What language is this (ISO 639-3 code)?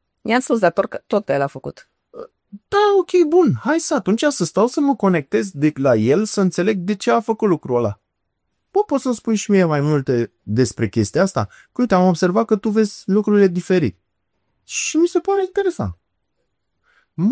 ron